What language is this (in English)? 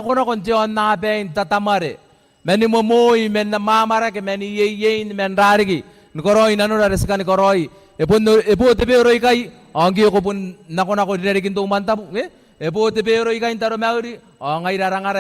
Gilbertese